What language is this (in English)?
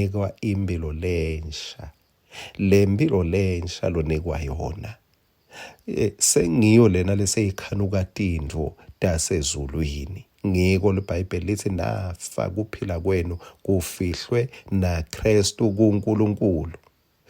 Swati